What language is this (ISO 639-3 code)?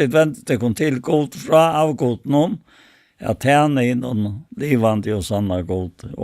fao